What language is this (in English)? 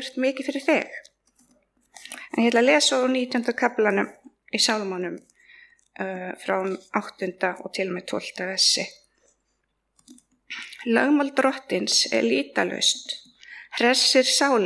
Icelandic